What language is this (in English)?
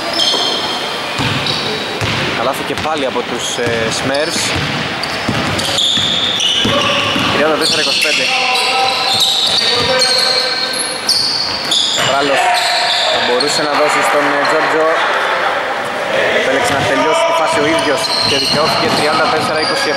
Greek